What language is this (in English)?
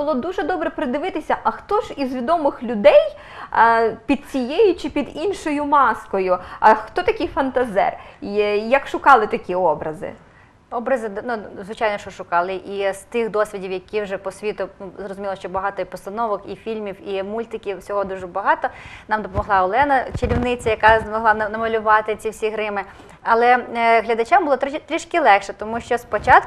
Ukrainian